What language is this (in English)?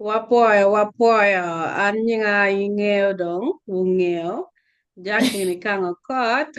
Acoli